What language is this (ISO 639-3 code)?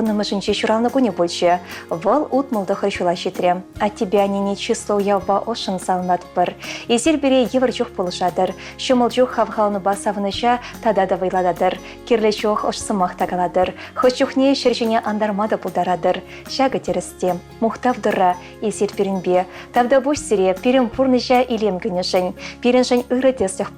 chv